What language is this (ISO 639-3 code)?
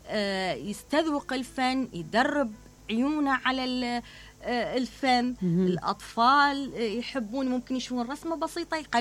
acm